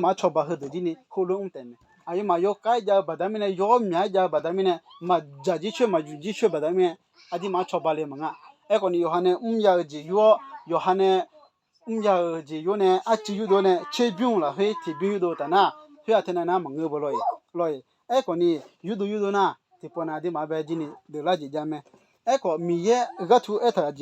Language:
Akha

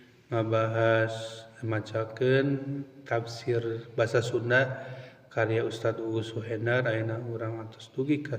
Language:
Sundanese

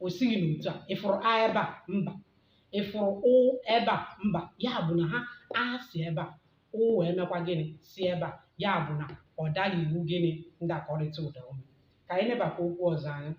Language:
Igbo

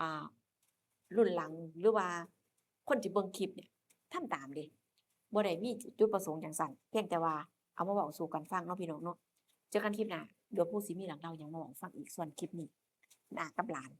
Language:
Northeastern Thai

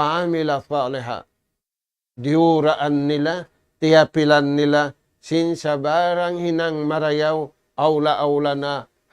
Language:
Tausug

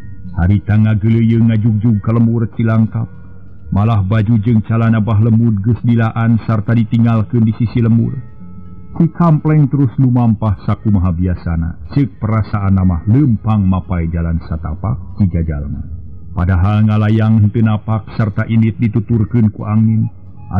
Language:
Sundanese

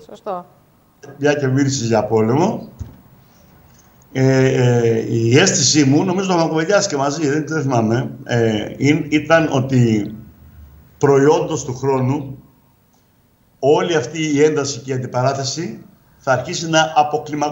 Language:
Greek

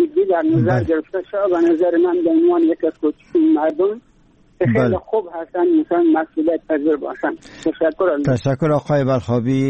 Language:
Persian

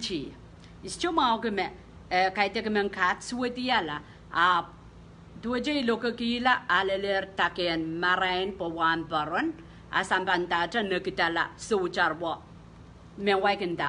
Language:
Pohnpeian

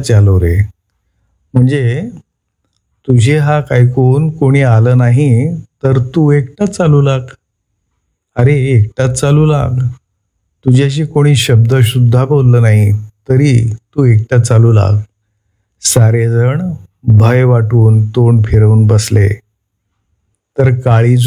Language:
Marathi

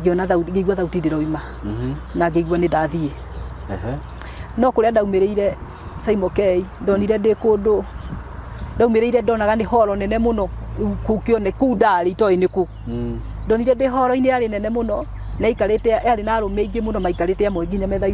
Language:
Kikuyu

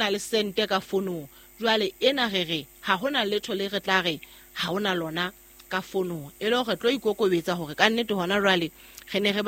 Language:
Southern Sotho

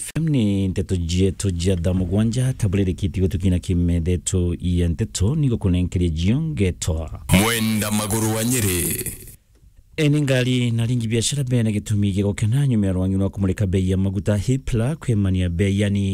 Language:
Meru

